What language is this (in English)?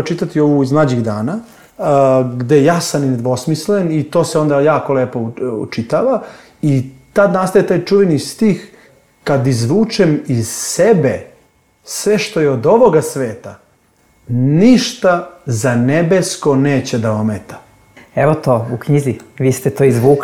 Serbian